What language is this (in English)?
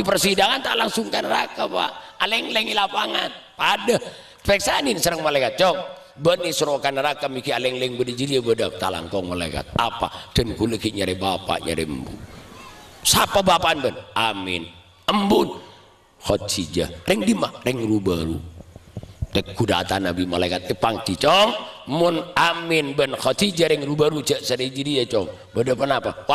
Madurese